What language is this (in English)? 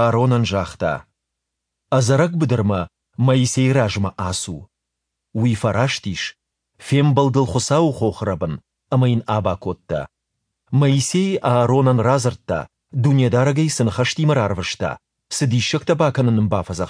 Ossetic